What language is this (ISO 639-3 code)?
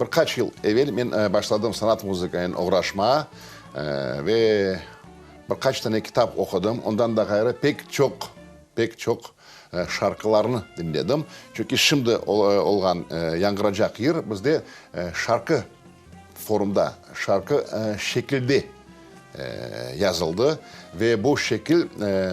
crh